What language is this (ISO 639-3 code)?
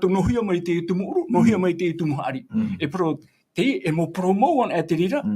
tah